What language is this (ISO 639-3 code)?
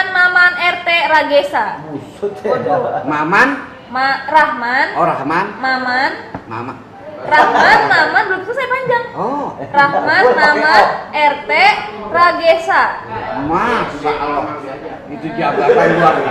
bew